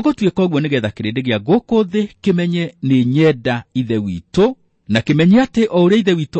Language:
Kikuyu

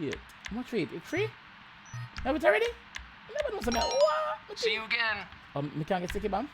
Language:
Jamaican Creole English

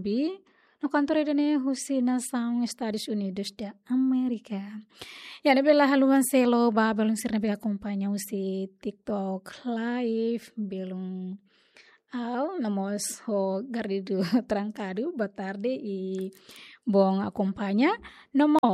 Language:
Tetum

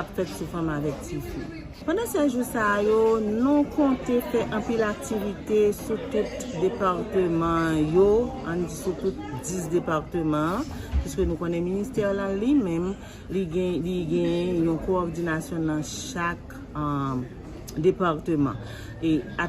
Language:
Haitian Creole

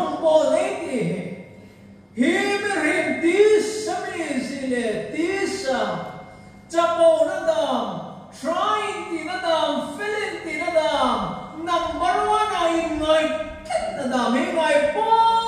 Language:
Hmar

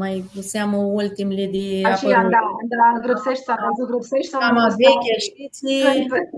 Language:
Aromanian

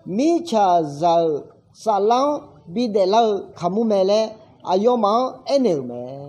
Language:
Akha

